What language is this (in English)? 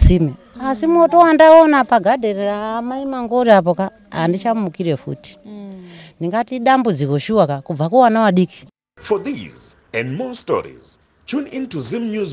Shona